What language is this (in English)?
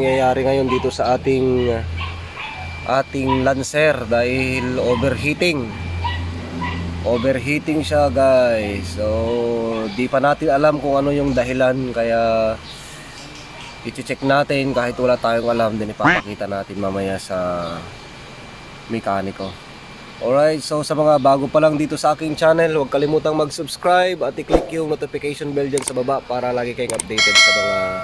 Filipino